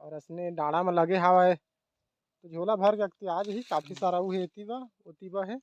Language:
Chhattisgarhi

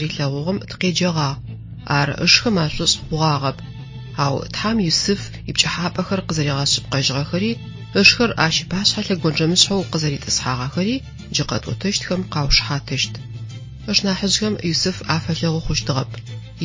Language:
Adyghe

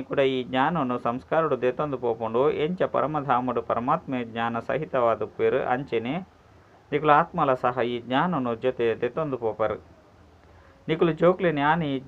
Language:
Tulu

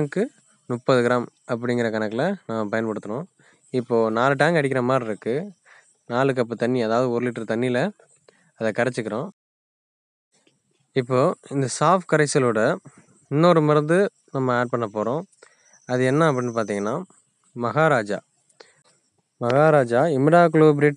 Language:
Tamil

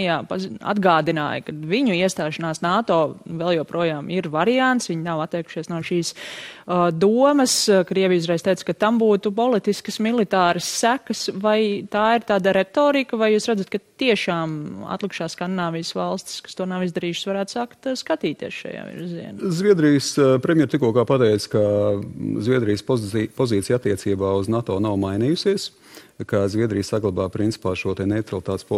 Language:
Latvian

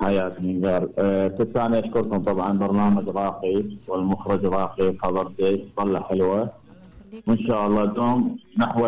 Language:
Mesopotamian Arabic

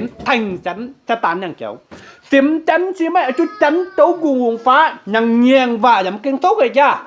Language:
Kim Mun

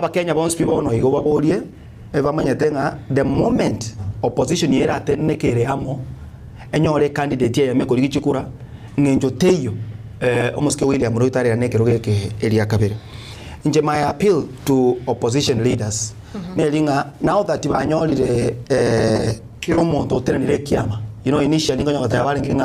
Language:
Gusii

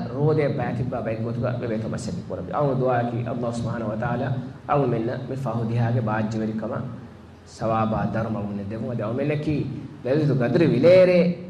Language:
Divehi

